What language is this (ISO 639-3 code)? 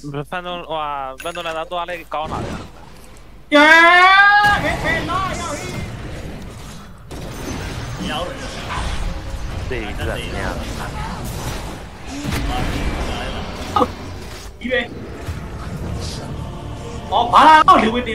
mya